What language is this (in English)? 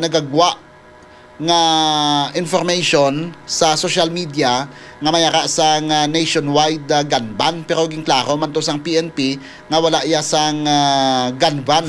Hiligaynon